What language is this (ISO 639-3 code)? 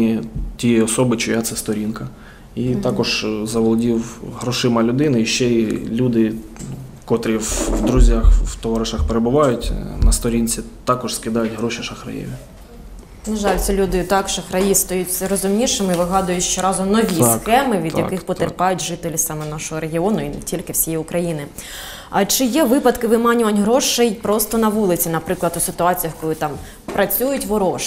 ukr